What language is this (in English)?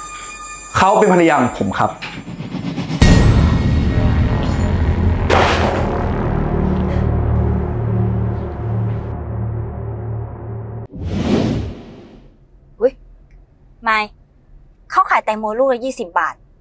Thai